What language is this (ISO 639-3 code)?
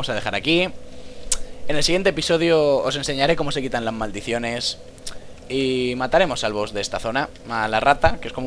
spa